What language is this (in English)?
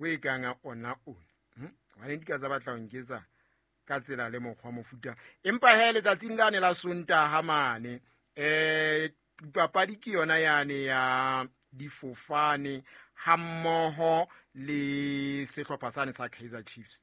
Southern Sotho